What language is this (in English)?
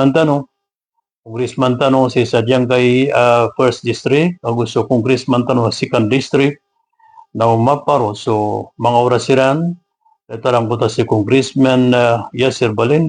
Maranao